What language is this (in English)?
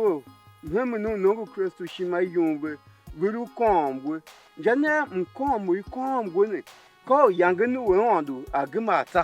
Tiv